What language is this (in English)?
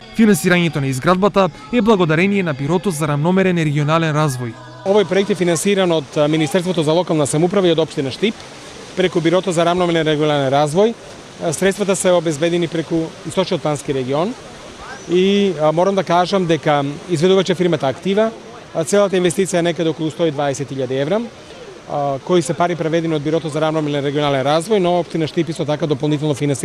Macedonian